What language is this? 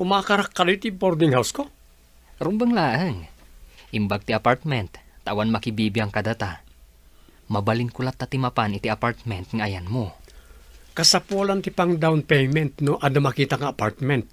Iloko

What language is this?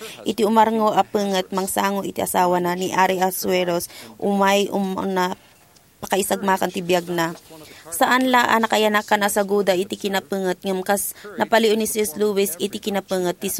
Iloko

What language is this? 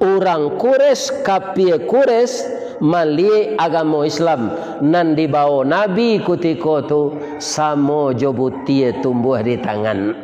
Minangkabau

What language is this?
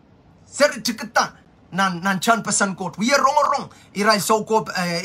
Pohnpeian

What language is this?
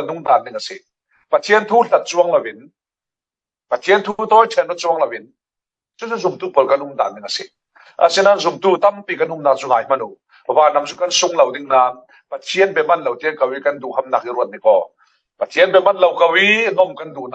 Falam Chin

